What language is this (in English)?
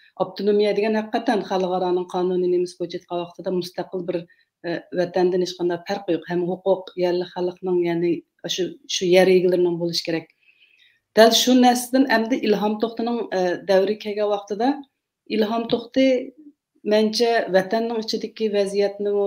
Uyghur